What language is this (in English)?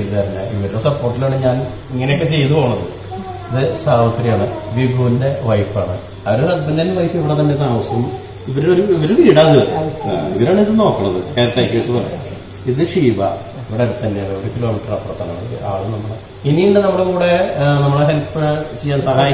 Malayalam